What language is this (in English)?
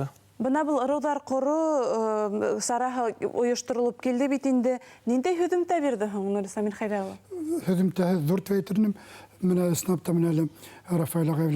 Bashkir